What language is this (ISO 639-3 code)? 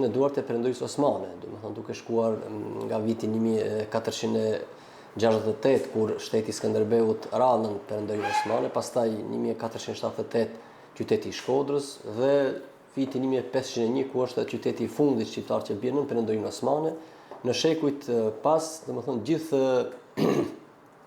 sqi